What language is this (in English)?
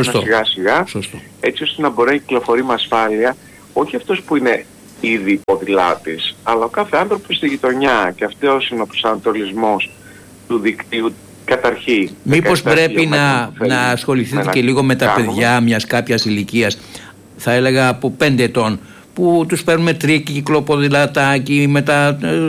Greek